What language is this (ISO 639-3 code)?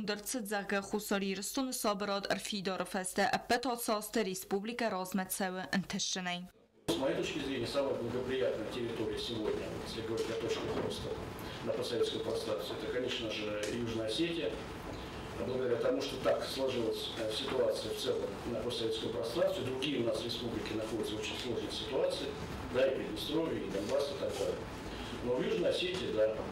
oss